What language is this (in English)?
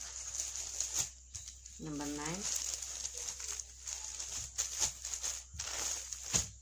Tamil